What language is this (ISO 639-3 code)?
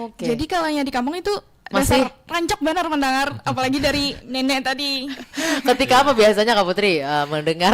bjn